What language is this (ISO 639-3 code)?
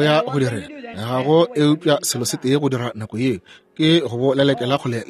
nso